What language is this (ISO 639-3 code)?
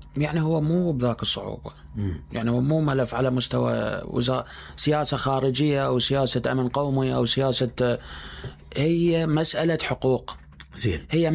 acm